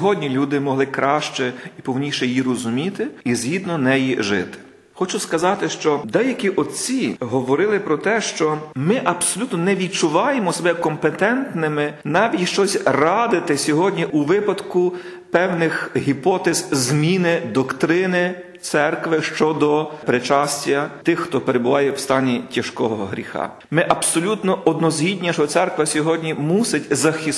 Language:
Ukrainian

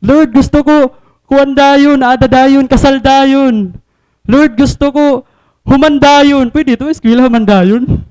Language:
Waray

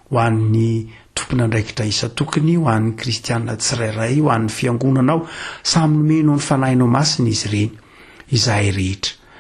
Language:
Malagasy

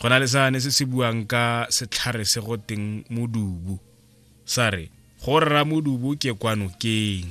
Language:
Tswana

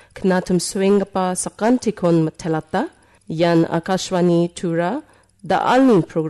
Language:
Garo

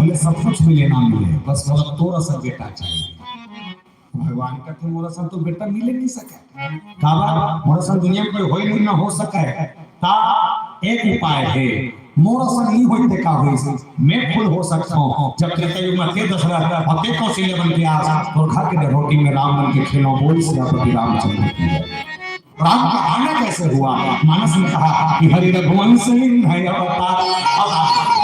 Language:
Chhattisgarhi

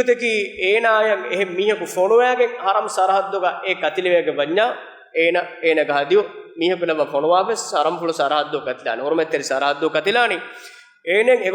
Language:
Divehi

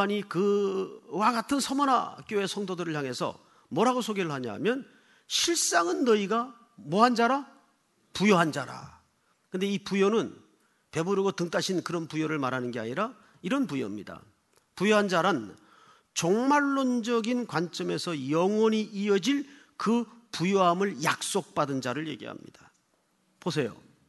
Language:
Korean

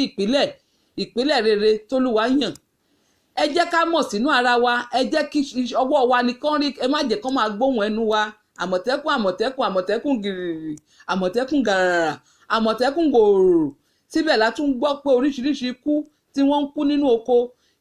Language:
Yoruba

